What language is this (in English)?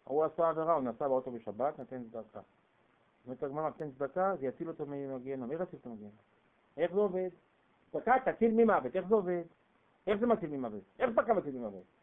Hebrew